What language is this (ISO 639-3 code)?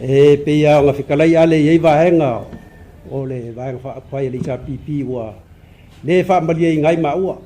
smo